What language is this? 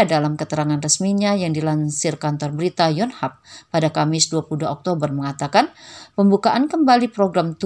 Indonesian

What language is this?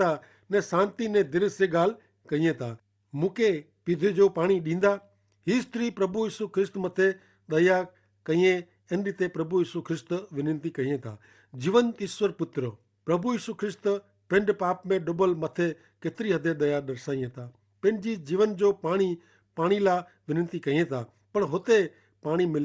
Kachhi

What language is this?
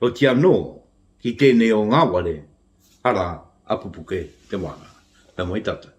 Māori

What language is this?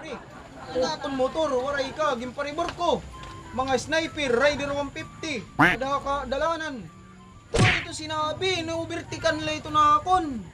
Waray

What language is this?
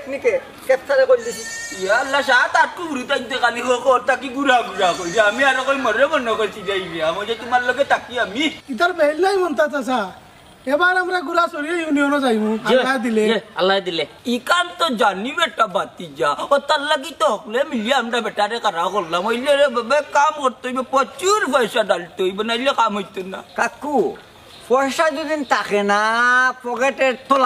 Sylheti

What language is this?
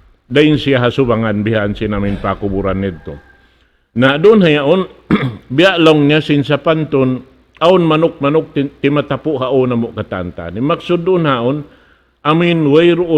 Tausug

